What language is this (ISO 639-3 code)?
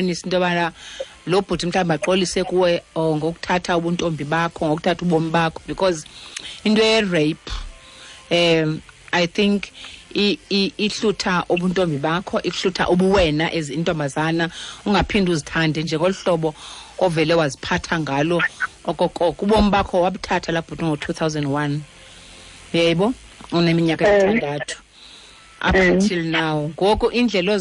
xho